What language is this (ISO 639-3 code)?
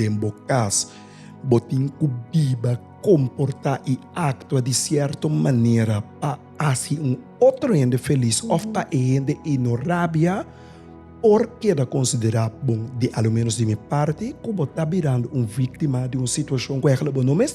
pap